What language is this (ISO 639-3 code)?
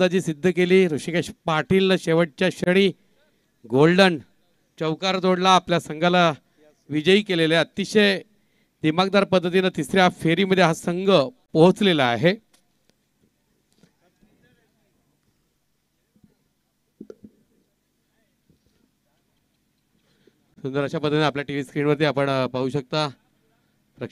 mar